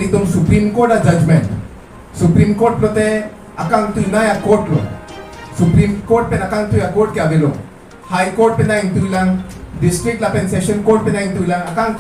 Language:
Karbi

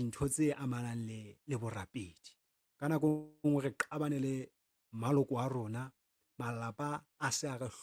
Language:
Southern Sotho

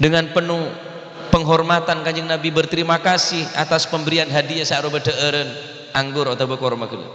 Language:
Madurese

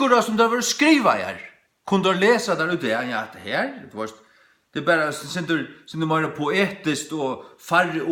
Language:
Faroese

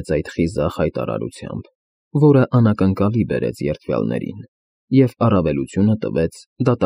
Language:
Armenian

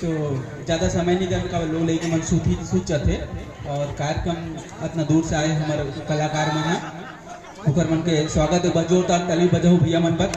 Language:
Chhattisgarhi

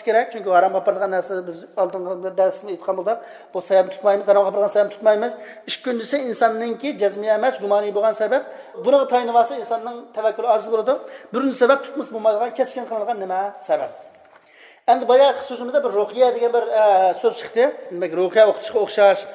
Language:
Uyghur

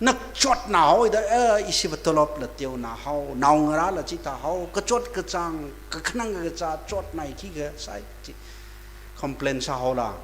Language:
Tangkhul Naga (India)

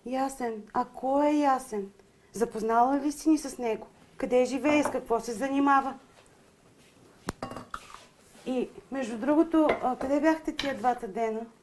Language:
Bulgarian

